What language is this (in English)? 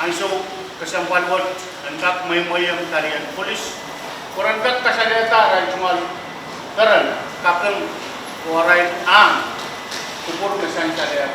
Pohnpeian